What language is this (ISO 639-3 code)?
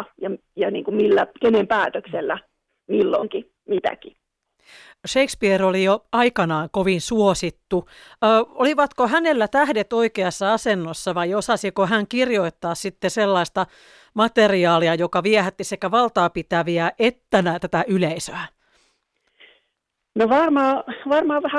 fin